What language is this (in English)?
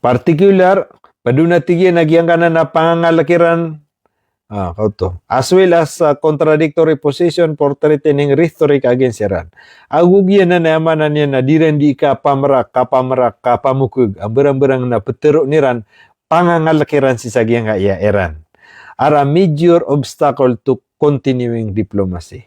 Maranao